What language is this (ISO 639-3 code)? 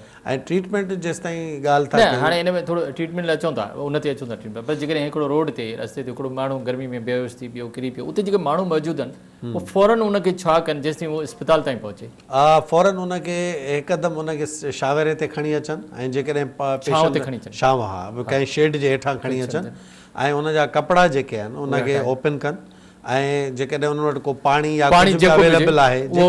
snd